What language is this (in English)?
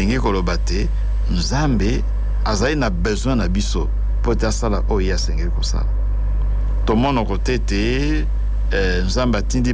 Lingala